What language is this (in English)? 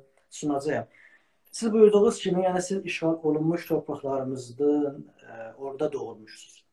South Azerbaijani